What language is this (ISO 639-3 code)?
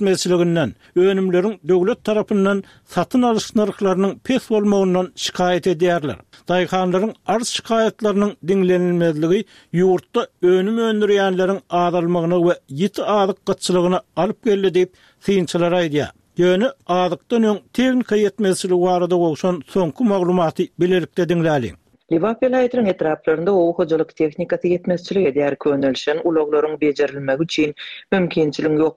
tuk